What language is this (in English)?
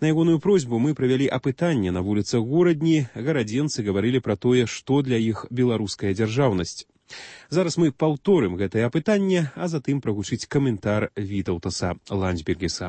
Belarusian